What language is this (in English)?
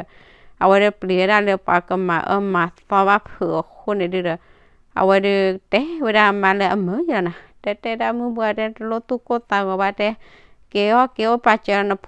S'gaw Karen